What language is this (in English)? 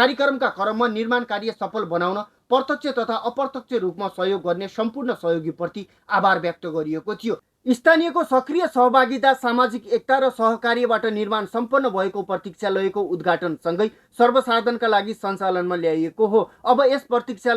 Nepali